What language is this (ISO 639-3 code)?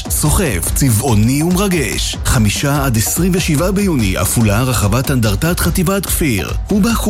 heb